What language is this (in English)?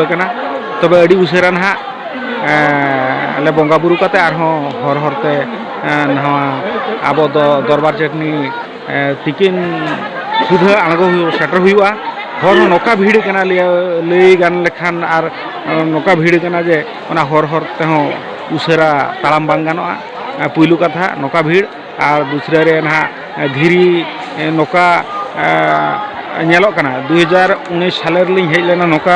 Santali